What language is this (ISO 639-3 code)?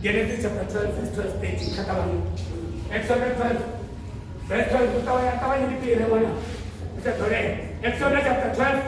ven